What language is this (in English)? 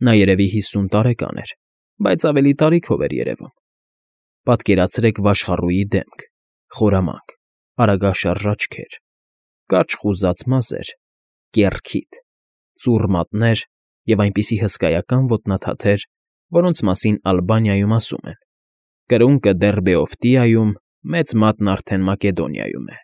Armenian